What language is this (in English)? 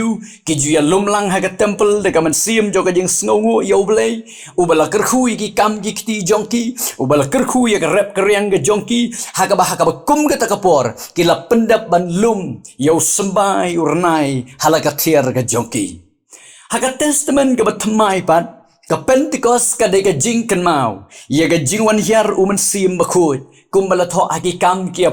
Khasi